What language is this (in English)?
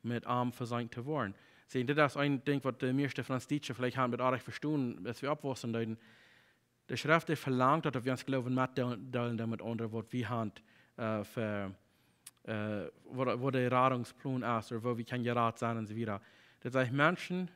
Plautdietsch